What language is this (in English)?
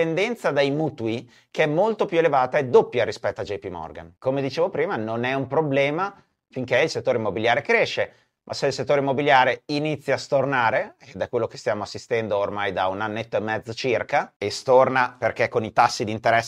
Italian